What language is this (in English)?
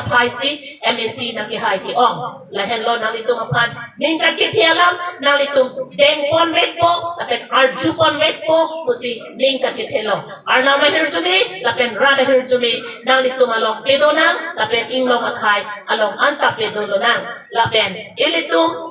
Karbi